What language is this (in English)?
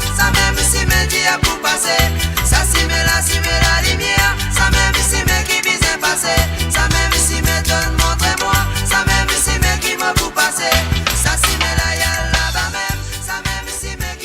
Morisyen